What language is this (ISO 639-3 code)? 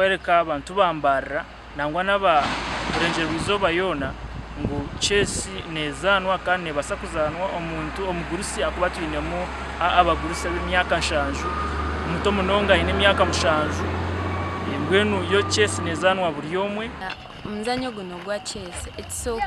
nyn